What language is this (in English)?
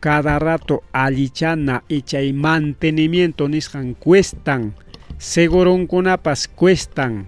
Ayacucho Quechua